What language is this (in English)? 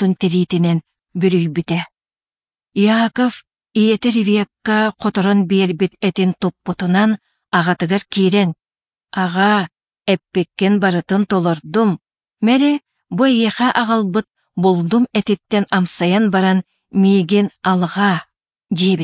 Yakut